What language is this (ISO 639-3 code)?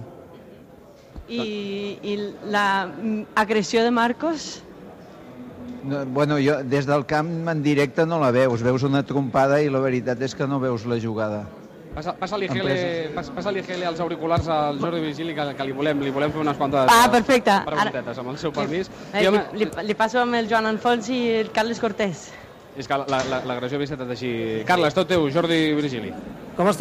cat